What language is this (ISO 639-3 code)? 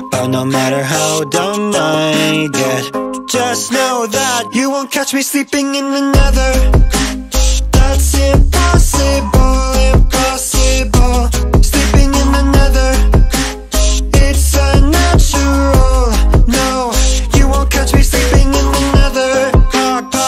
eng